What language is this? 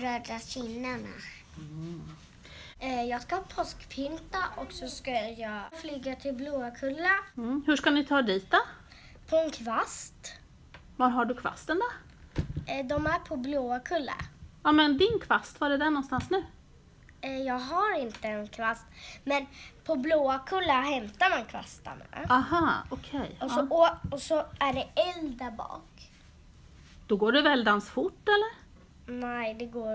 Swedish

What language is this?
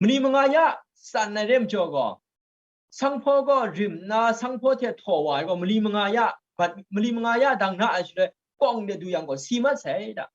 Kachin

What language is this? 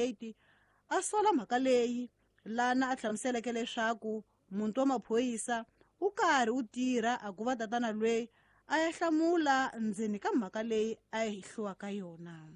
Tsonga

